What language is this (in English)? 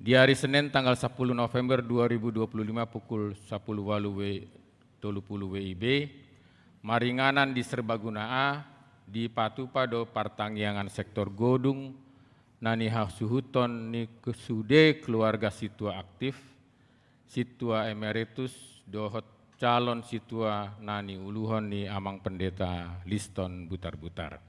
Batak Toba